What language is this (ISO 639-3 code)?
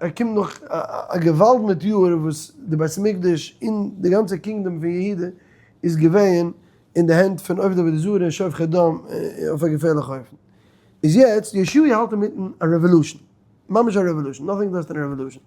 yid